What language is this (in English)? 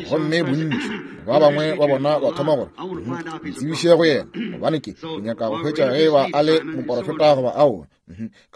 Northern Sotho